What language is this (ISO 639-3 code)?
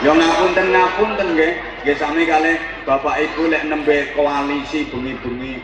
jav